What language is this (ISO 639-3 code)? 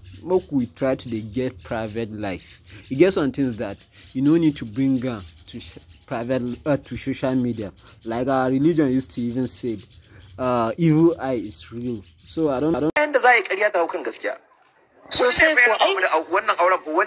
pcm